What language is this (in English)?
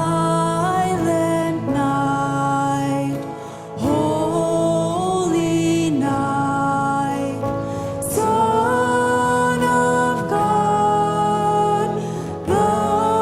Plautdietsch